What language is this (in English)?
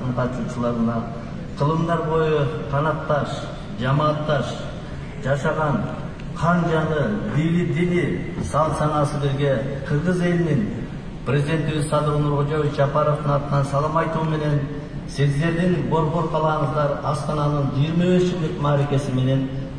Kyrgyz